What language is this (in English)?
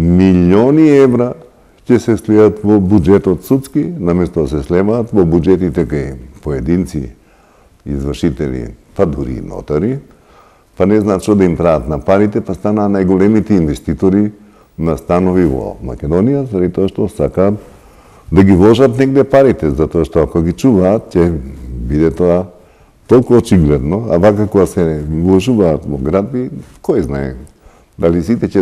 Macedonian